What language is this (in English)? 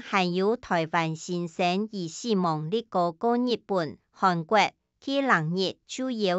Hakka Chinese